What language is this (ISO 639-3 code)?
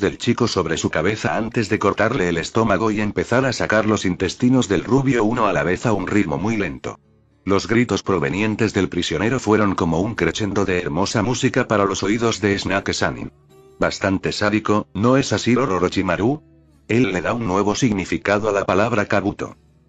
spa